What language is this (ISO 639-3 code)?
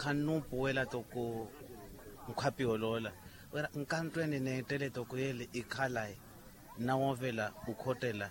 vmw